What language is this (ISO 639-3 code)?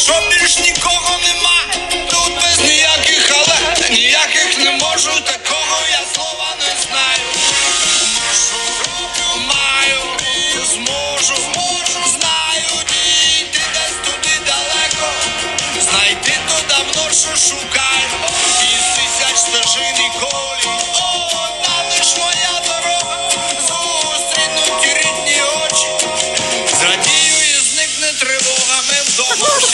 ukr